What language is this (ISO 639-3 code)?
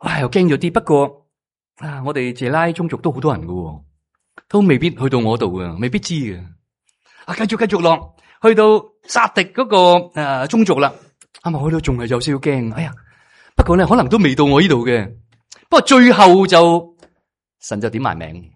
yue